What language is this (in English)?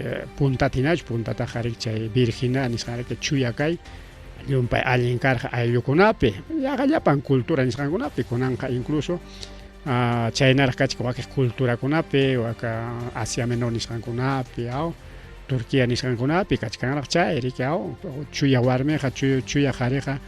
Ayacucho Quechua